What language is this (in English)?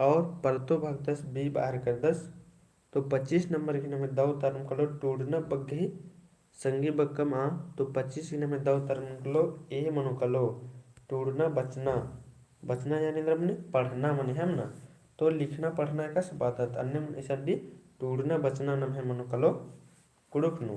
Kurukh